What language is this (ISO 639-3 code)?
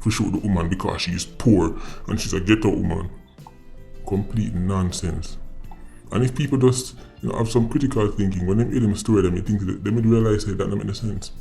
jam